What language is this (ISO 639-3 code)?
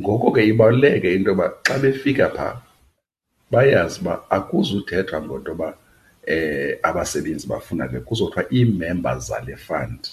xho